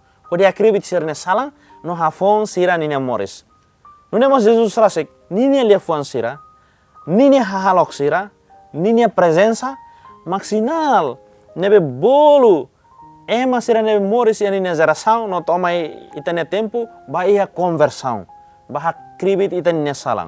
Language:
Tetum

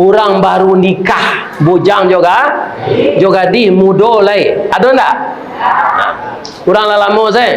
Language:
Minangkabau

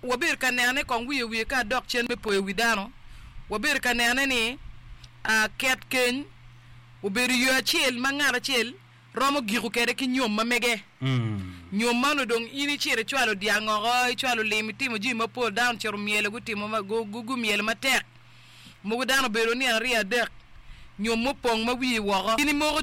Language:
Acoli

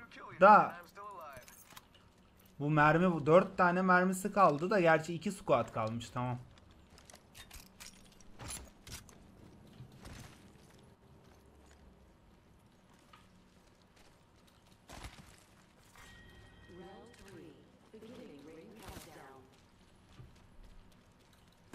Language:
Turkish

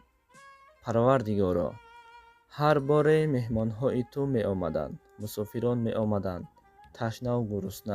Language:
Tajik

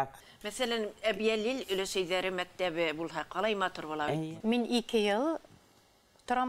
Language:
Bashkir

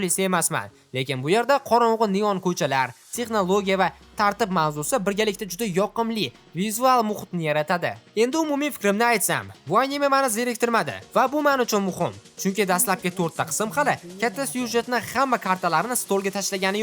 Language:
Uzbek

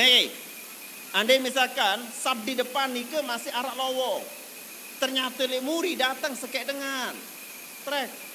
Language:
Sasak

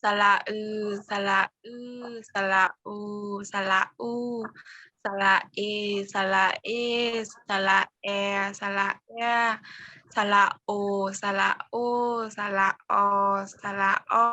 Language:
Shan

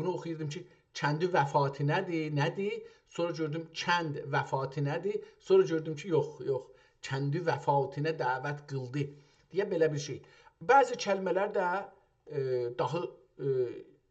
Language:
South Azerbaijani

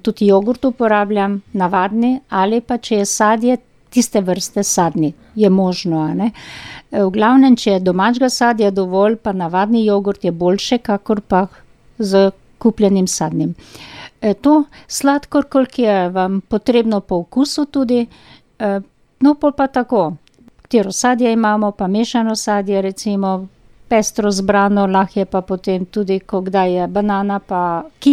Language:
Slovenian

